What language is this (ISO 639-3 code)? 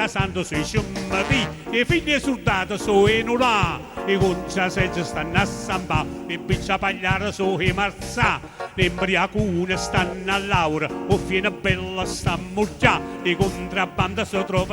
nap